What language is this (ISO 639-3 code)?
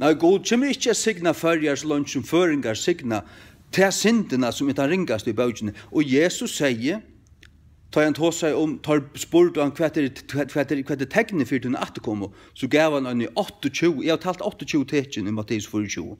fao